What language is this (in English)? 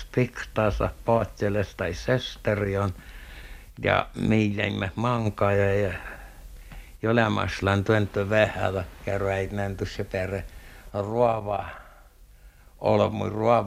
Finnish